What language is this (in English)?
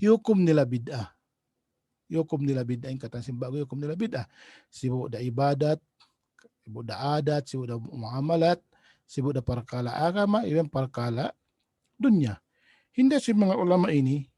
Tausug